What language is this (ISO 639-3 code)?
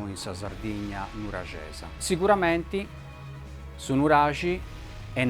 srd